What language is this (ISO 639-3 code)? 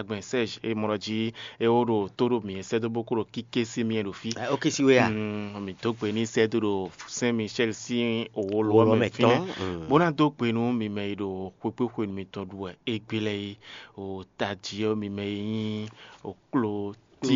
fon